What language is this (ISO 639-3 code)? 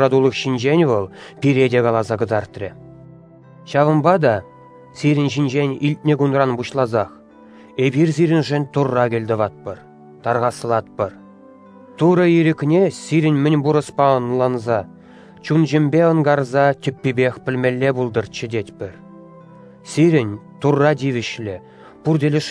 chv